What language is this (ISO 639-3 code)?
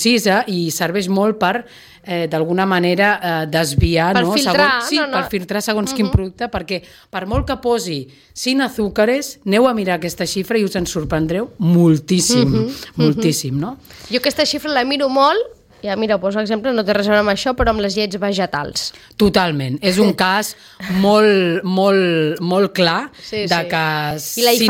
cat